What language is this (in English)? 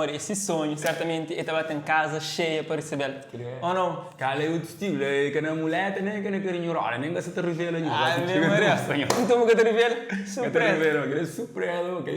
Kabuverdianu